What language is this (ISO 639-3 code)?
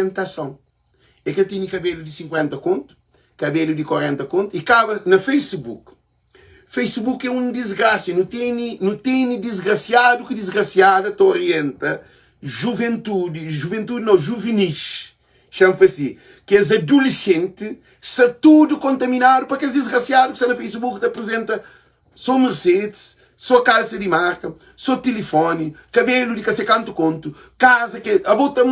kea